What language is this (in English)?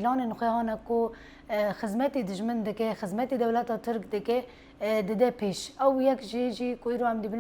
Kurdish